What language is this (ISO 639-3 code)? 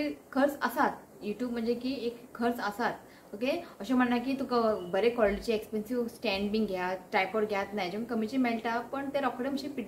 kok